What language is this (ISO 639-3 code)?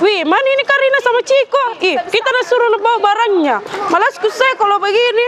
mfp